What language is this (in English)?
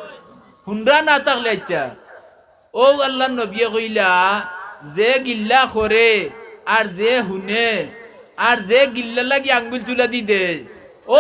Sylheti